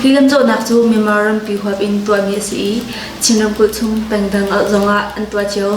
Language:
Hakha Chin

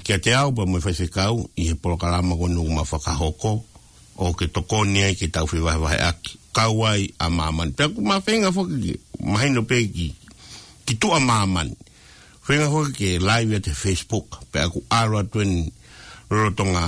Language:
Tongan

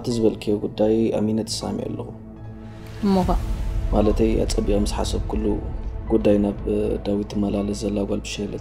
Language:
Tigrinya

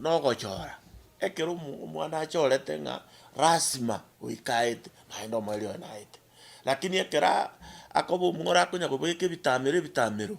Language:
Gusii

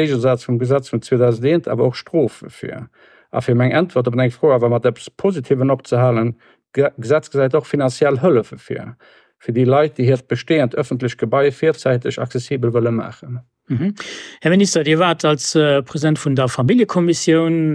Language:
Luxembourgish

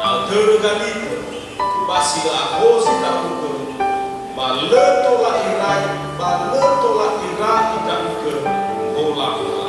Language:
Nias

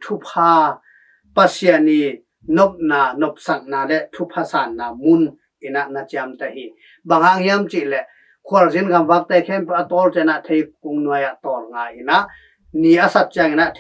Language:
Tedim Chin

